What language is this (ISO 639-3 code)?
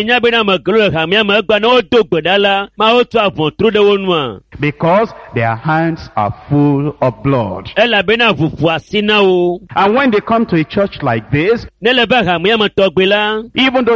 ewe